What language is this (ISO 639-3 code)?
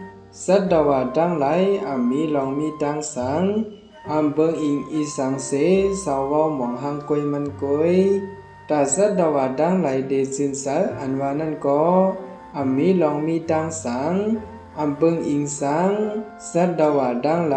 shn